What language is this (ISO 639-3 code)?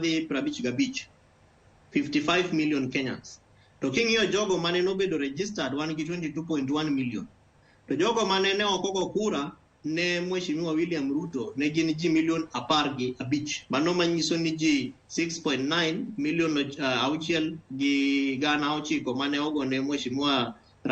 luo